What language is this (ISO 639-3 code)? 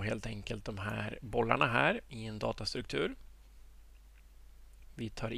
swe